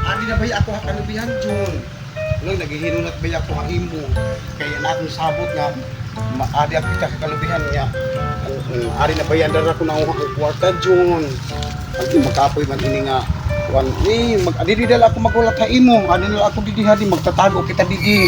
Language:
Waray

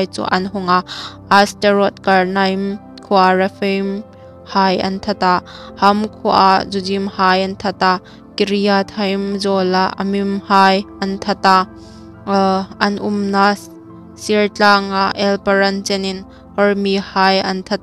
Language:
Hmar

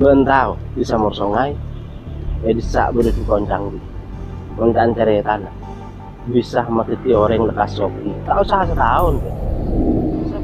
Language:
Madurese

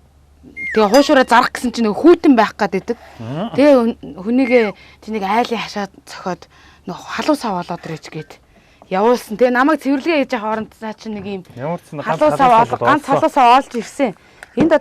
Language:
Mongolian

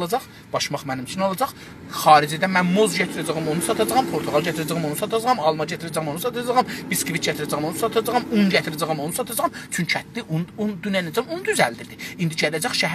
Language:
South Azerbaijani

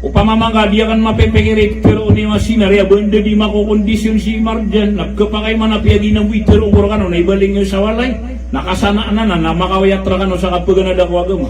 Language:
Maranao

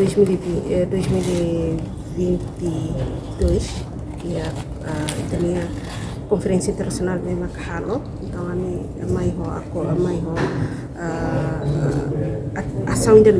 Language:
Tetum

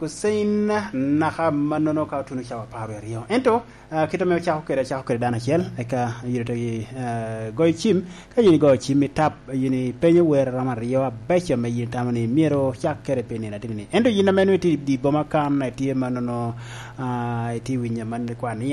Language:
Lango (Uganda)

